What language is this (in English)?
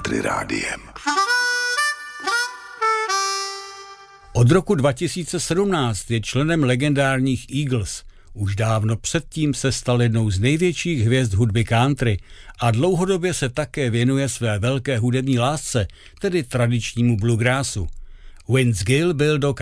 Czech